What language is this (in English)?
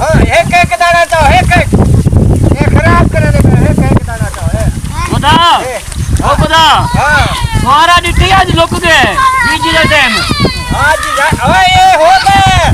Saraiki